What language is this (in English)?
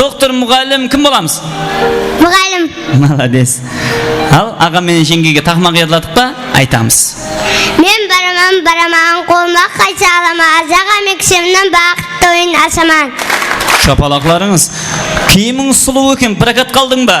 Kara-Kalpak